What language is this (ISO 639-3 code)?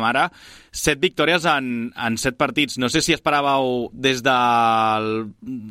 cat